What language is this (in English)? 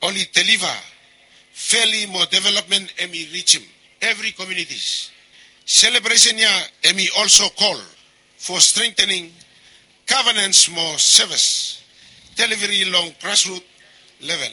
Bislama